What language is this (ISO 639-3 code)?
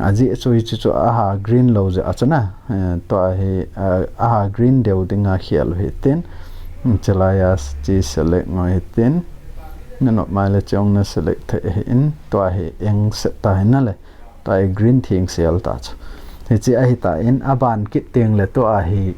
tcz